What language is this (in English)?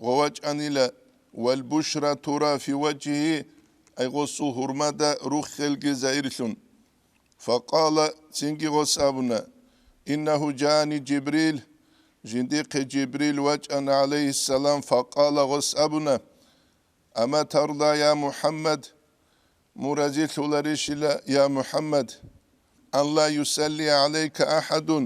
Avaric